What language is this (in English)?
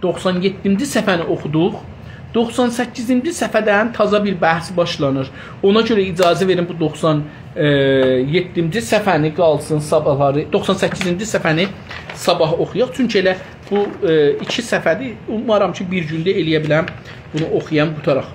South Azerbaijani